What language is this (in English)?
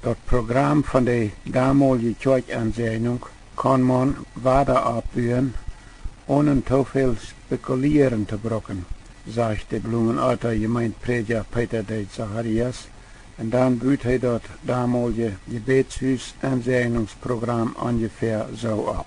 Plautdietsch